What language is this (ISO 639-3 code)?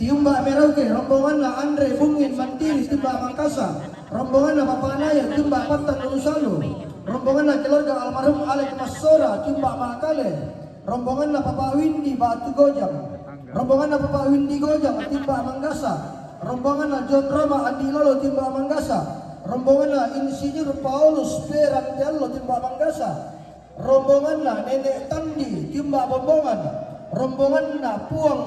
sda